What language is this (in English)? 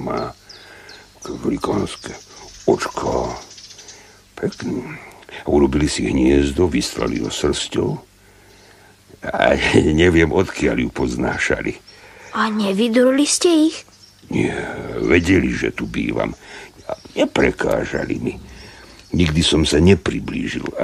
Slovak